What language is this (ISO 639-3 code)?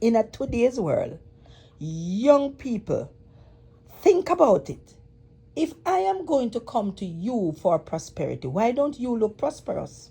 jam